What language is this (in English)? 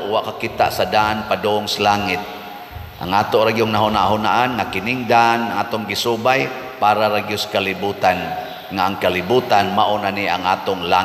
Cebuano